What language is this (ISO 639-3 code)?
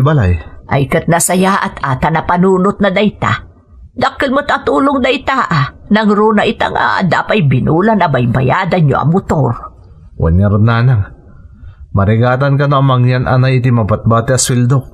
ilo